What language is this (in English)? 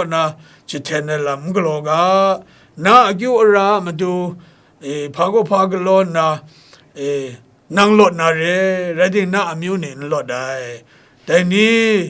Kachin